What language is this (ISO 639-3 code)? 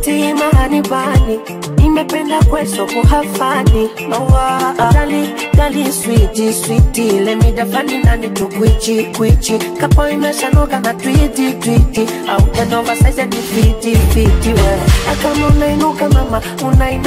swa